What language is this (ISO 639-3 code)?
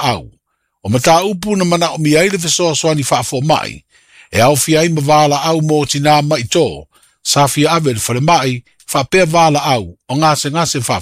smo